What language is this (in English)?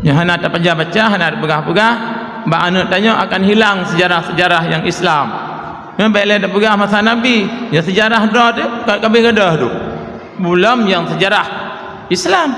Achinese